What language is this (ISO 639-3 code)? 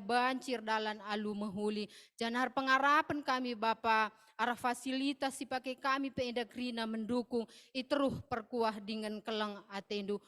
btx